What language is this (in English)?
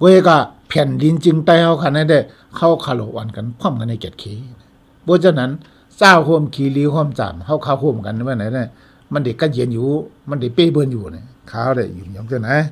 Shan